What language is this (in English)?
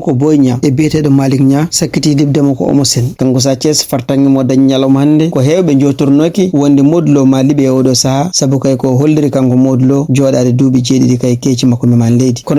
Fula